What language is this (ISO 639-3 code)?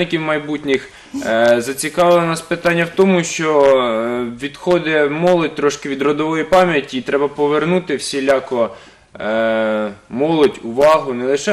ukr